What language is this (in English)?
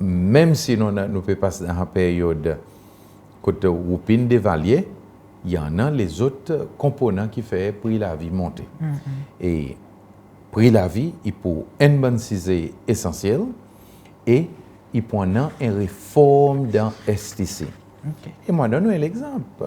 Seselwa Creole French